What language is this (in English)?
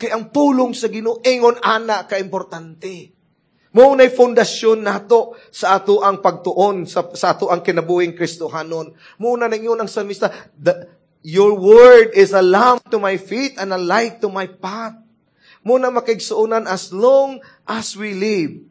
Cebuano